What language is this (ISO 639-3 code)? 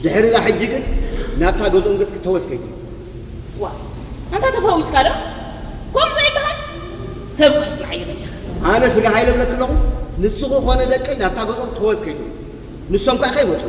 tir